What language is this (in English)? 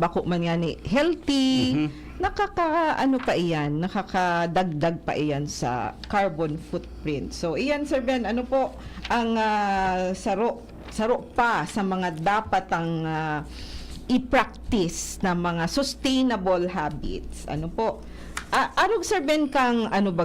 Bikol